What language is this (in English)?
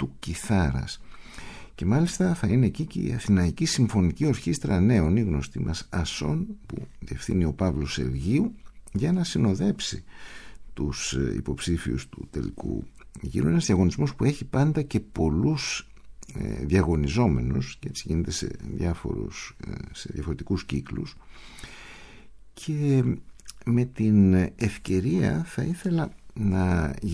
Greek